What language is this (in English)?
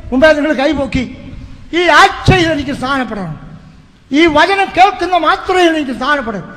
Malayalam